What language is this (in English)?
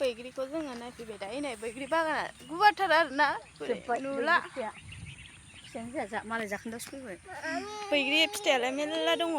Bodo